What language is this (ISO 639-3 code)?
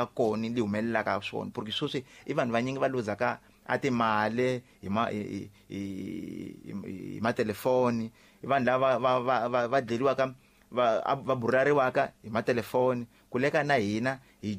tso